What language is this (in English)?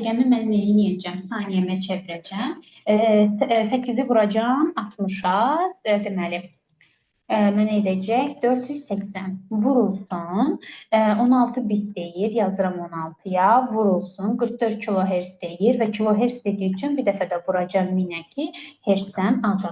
Azerbaijani